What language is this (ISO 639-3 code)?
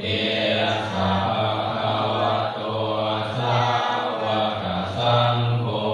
pli